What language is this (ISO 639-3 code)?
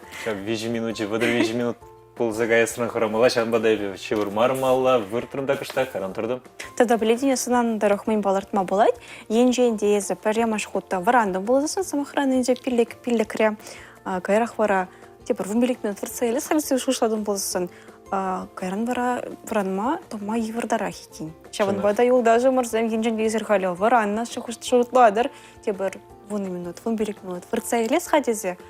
chv